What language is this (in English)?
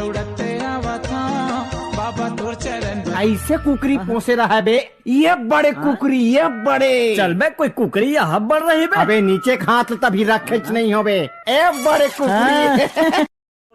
Chhattisgarhi